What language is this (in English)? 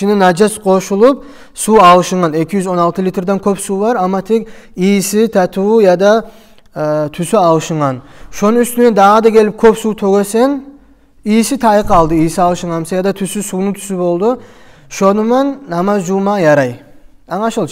Kumyk